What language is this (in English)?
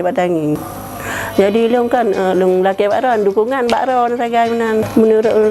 Achinese